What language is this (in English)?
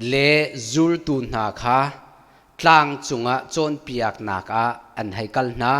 Hakha Chin